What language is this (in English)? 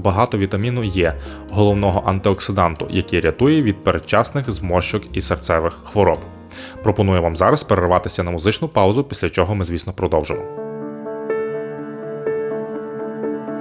Ukrainian